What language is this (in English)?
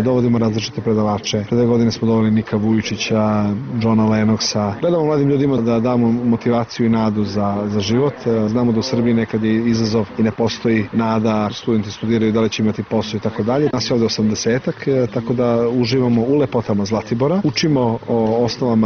Serbian